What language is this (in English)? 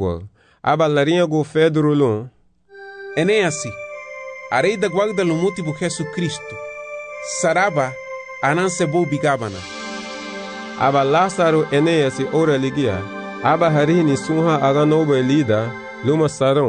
Garifuna